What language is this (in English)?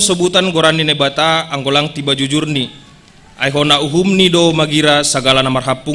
Batak Simalungun